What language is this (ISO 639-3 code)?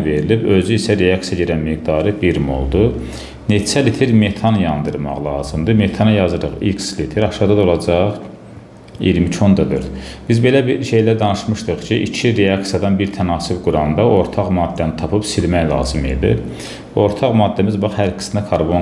aze